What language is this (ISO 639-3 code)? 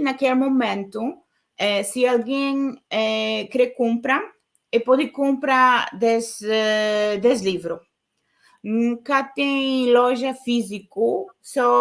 kea